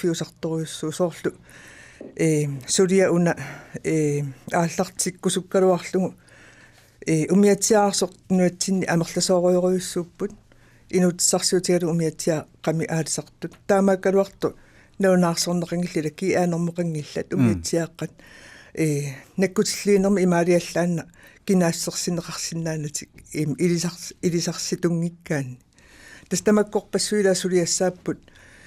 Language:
Kalaallisut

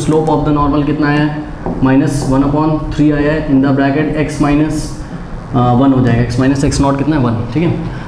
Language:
Hindi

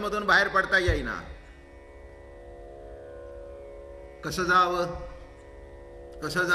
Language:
Marathi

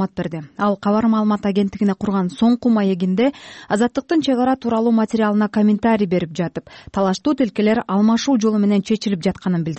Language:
Kyrgyz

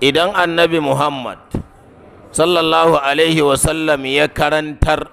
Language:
Hausa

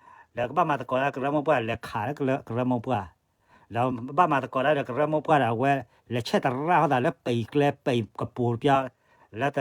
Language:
S'gaw Karen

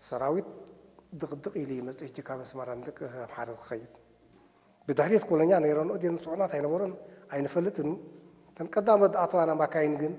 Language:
Tigrinya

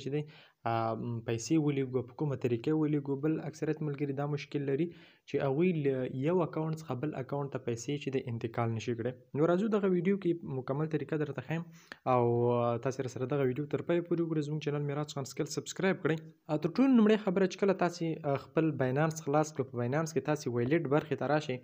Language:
Pashto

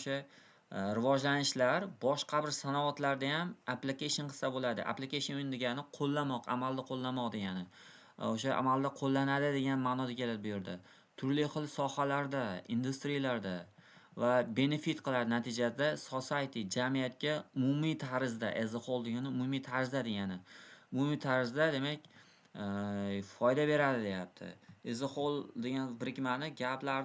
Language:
Uzbek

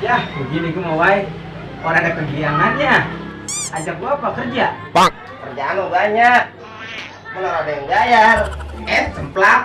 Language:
Betawi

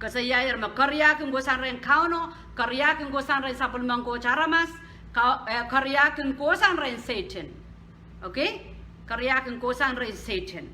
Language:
Pohnpeian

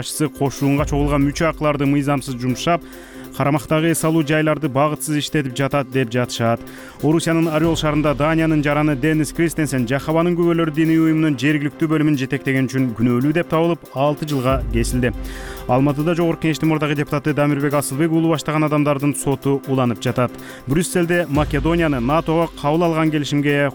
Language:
Kyrgyz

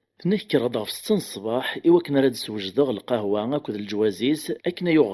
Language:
Kabyle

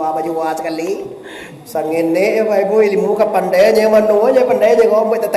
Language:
Minangkabau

